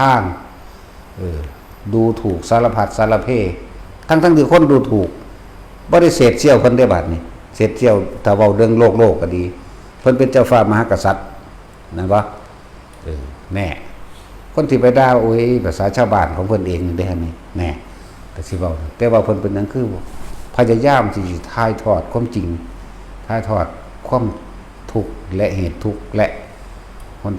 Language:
Northeastern Thai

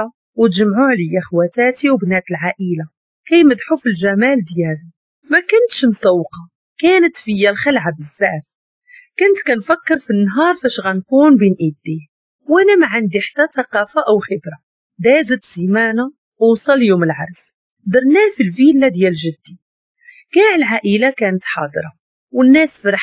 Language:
Moroccan Arabic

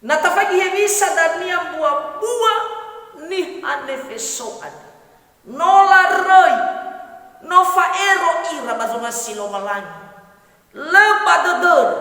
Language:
Nias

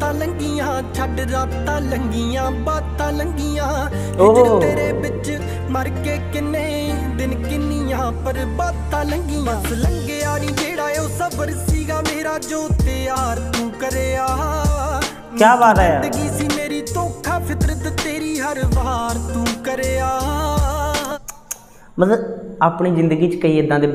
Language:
Punjabi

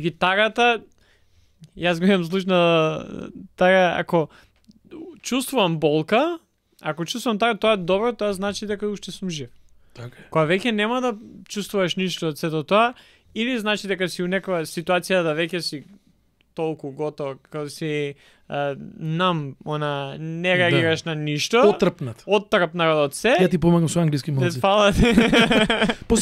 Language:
Macedonian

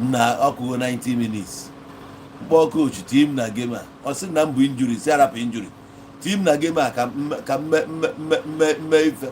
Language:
Igbo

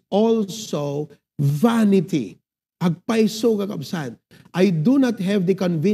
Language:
Iloko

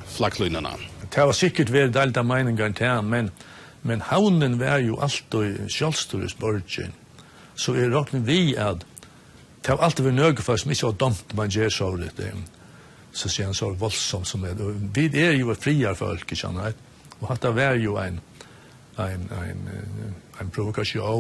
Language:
Faroese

